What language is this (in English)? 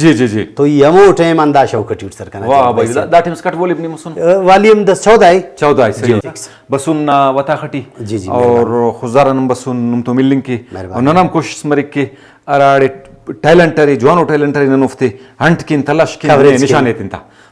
Brahui